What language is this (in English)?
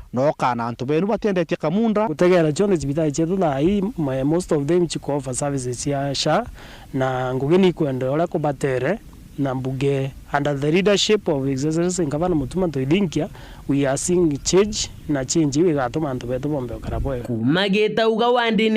Meru